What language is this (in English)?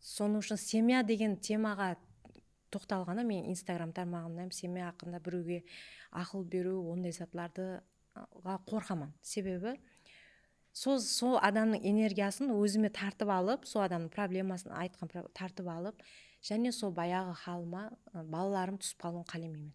Kara-Kalpak